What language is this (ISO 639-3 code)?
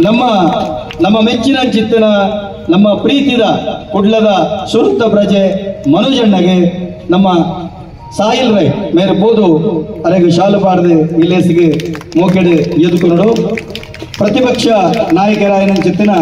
tcy